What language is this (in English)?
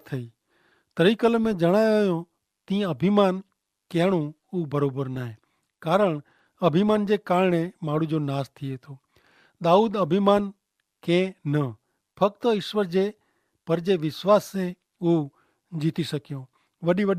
Kachhi